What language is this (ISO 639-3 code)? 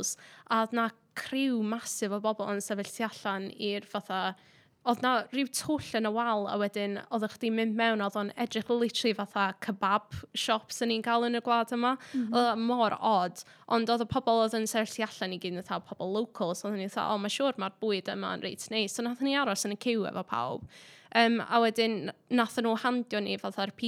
cym